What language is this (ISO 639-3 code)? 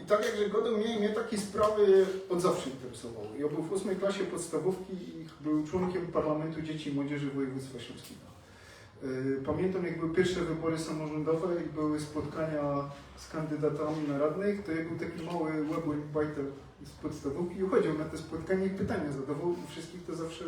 szl